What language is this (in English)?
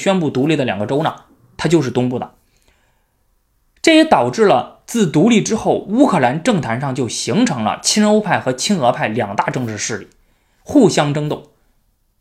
Chinese